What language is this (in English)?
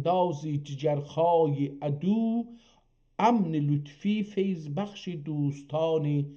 South Azerbaijani